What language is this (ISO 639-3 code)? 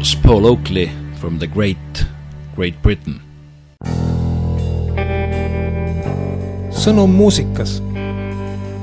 est